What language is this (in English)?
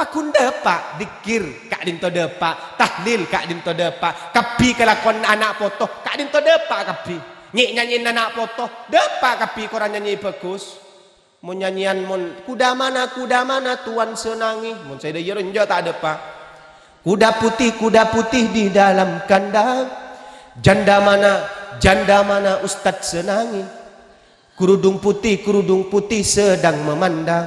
Madurese